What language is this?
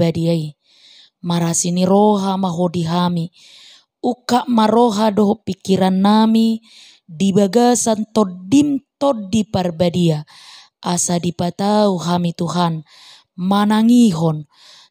Batak Toba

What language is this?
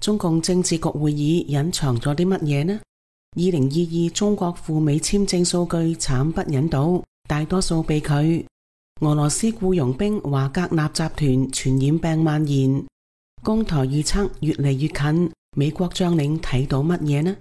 Cantonese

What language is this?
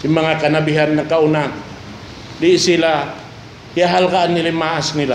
Tausug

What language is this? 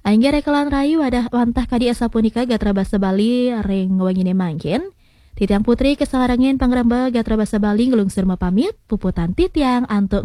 Balinese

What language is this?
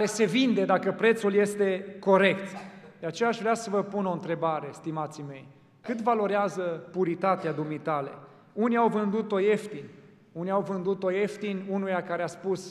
Romanian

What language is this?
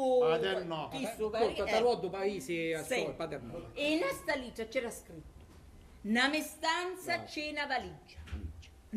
Sicilian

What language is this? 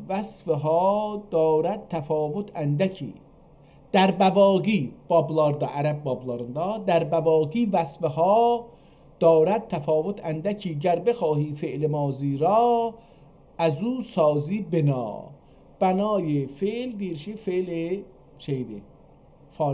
South Azerbaijani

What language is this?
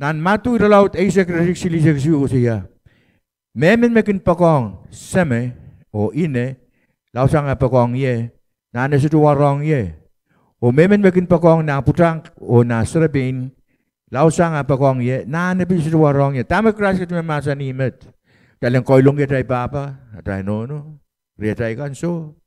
Pohnpeian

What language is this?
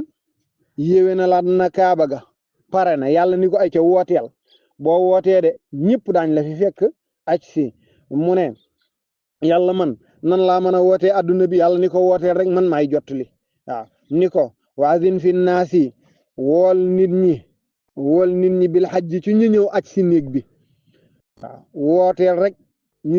Wolof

